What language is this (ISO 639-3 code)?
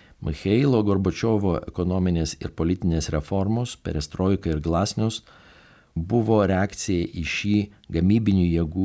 lit